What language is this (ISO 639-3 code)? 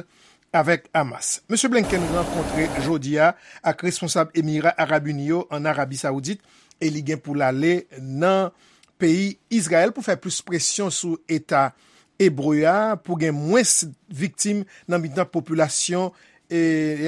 hat